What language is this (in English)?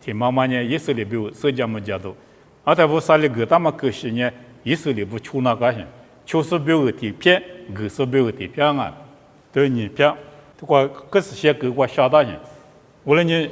Lisu